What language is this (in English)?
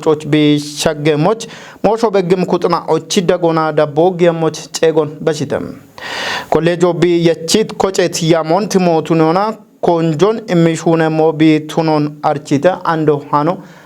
Kafa